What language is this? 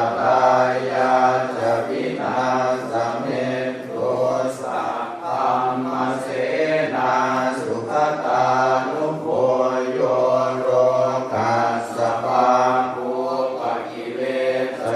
Pali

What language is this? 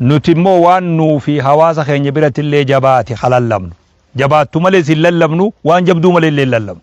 Oromo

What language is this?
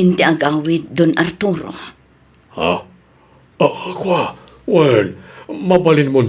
Iloko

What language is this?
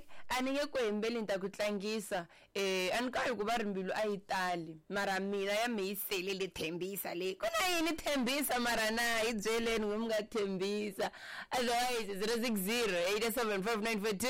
Tsonga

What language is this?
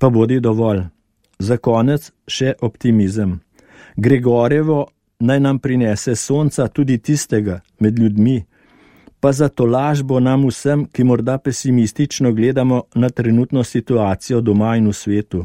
Slovenian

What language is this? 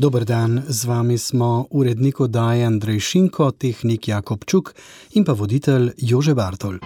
Slovenian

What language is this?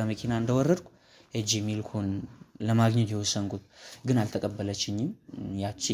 Amharic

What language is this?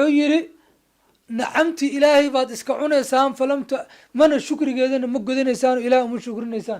Somali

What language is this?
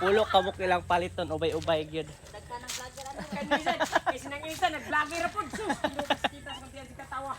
Cebuano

